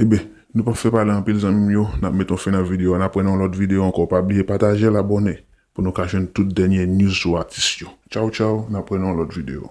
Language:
Haitian Creole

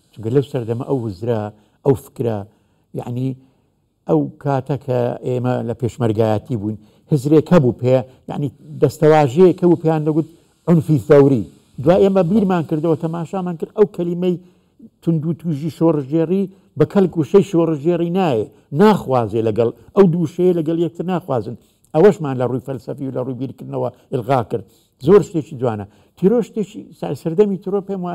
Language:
Central Kurdish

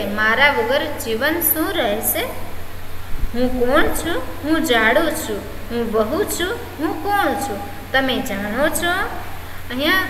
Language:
Gujarati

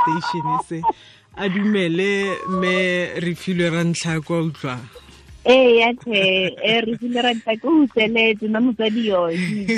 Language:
Tswana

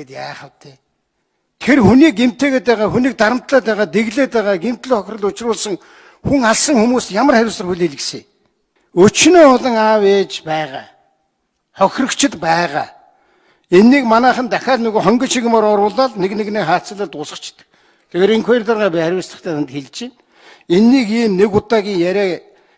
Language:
Mongolian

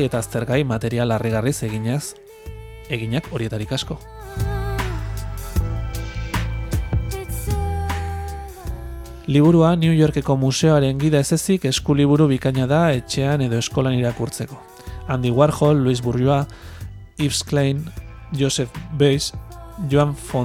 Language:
Basque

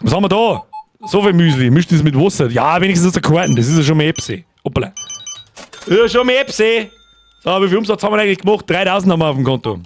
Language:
Bavarian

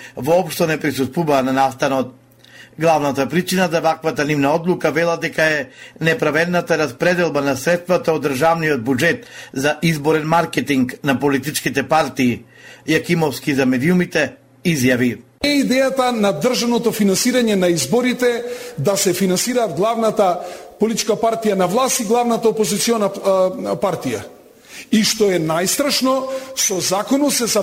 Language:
Macedonian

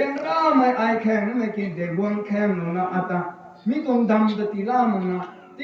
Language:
Rongmei Naga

